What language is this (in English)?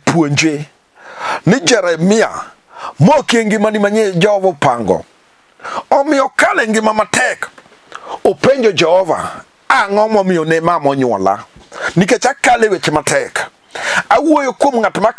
Luo (Kenya and Tanzania)